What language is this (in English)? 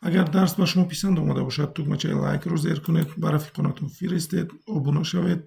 Tajik